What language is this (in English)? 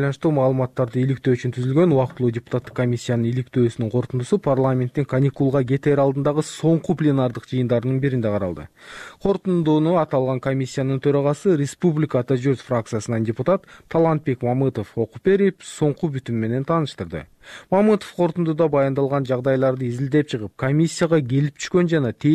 Kyrgyz